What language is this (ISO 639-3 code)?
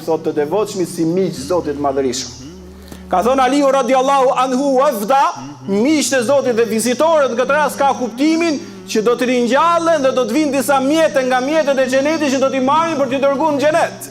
sqi